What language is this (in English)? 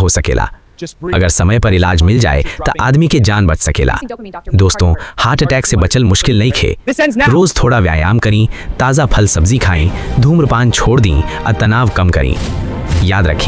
Bhojpuri